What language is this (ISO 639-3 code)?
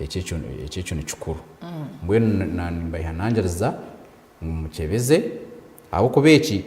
nyn